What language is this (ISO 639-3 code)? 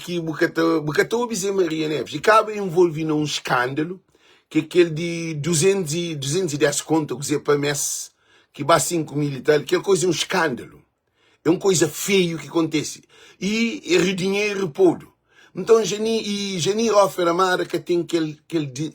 kea